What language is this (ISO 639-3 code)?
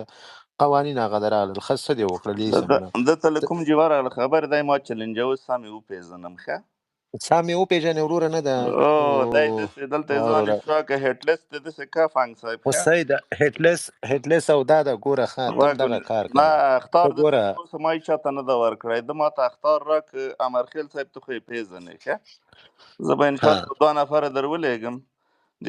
pus